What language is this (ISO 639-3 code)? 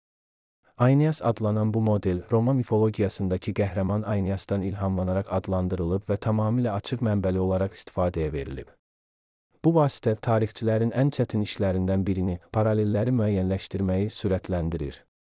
aze